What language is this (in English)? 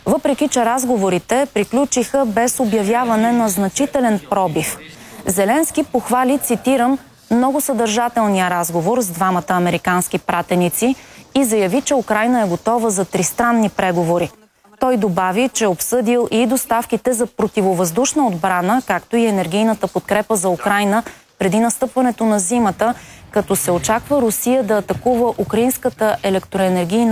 Bulgarian